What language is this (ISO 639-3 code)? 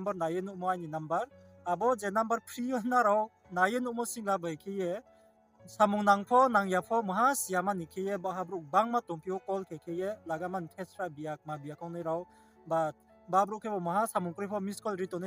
ria